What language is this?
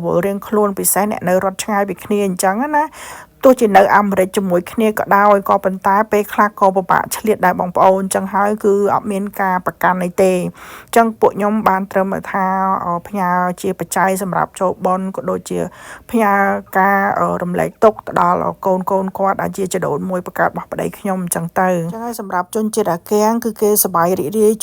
Khmer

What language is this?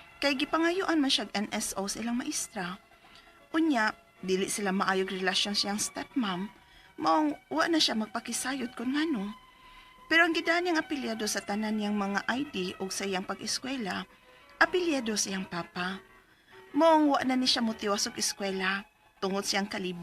Cebuano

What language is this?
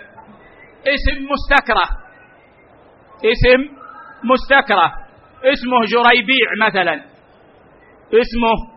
Arabic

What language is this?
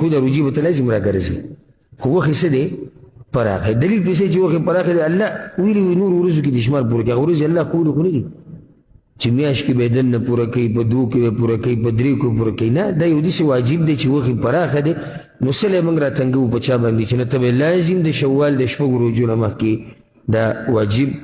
Pashto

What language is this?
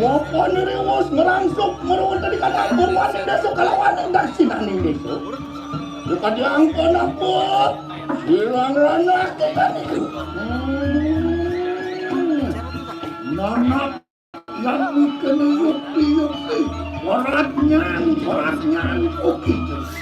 Balinese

